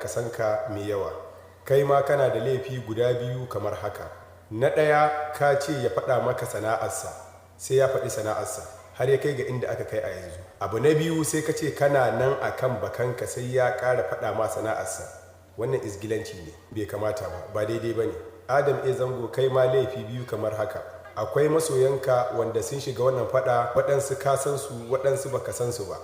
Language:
Hausa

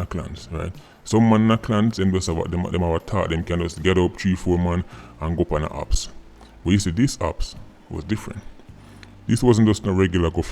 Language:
Jamaican Creole English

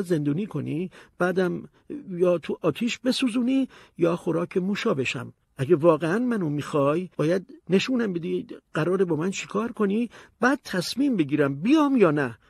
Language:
Persian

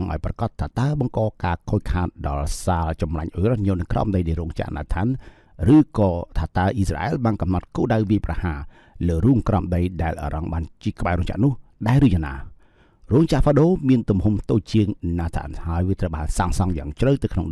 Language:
Khmer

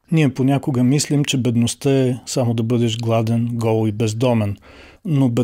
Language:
Bulgarian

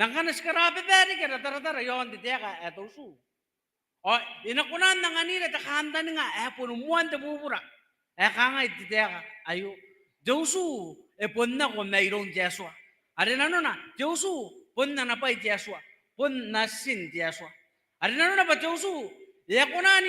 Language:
Gilbertese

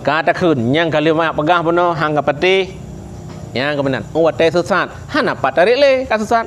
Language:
Achinese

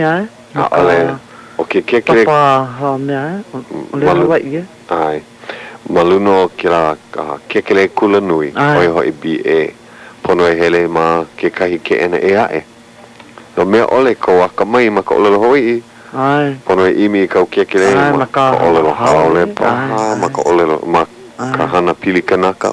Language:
Hawaiian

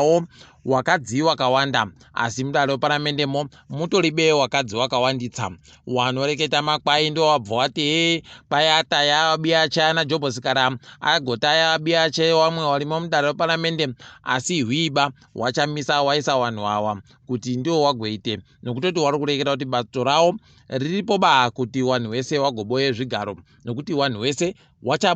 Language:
Ndau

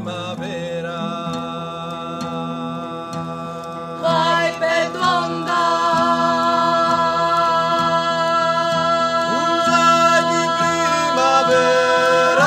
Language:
Greek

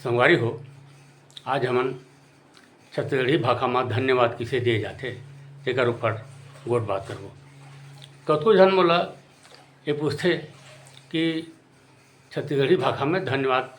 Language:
Chhattisgarhi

